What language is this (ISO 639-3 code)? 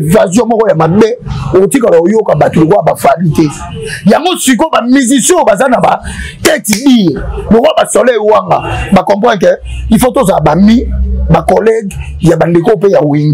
lin